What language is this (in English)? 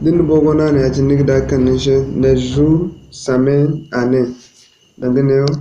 Zarma